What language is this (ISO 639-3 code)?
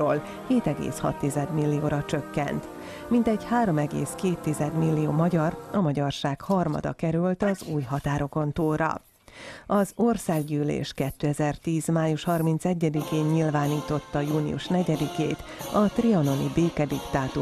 hun